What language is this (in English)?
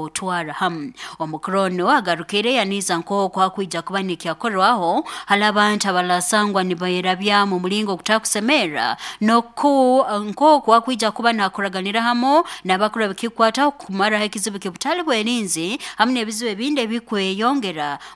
Nyankole